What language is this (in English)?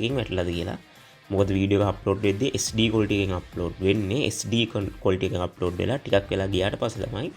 Sinhala